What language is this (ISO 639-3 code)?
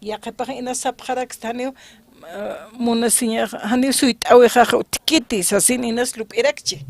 aym